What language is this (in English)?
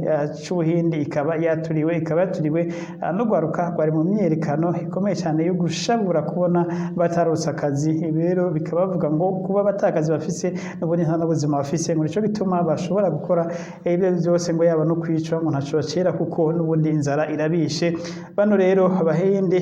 Rundi